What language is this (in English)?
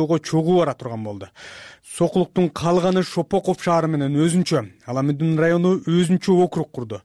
Kyrgyz